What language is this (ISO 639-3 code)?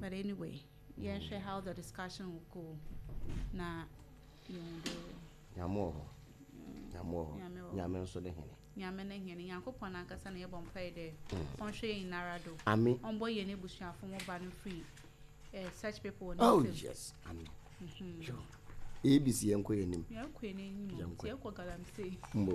aka